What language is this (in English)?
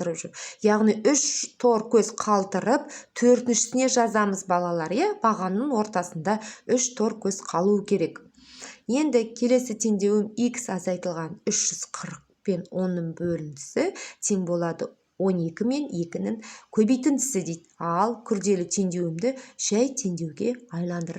Kazakh